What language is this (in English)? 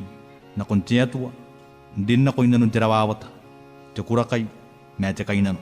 Gilbertese